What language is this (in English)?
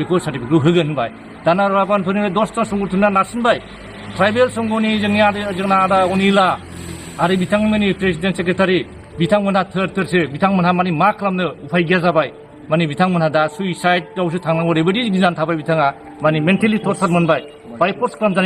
Bodo